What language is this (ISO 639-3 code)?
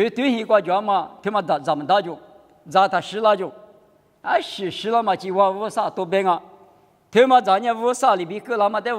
lis